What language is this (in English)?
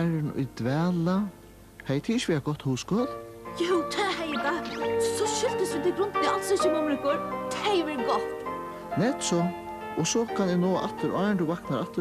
Faroese